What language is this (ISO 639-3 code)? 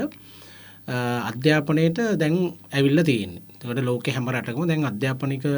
sin